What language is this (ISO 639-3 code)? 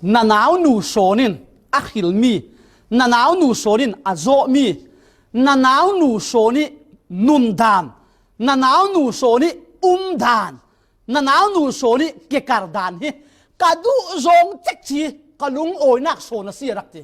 cfm